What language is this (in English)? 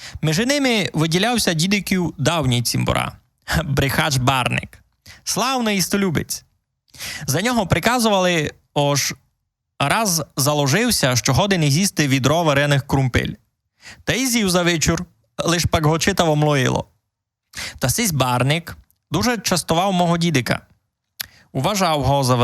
Rusyn